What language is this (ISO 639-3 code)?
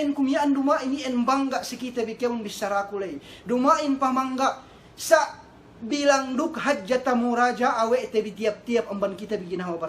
yka